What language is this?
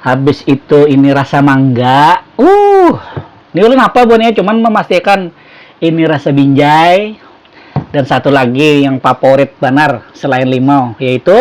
Banjar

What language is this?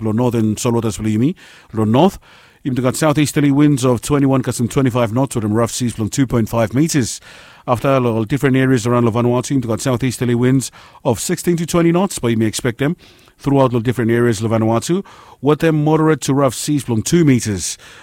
Bislama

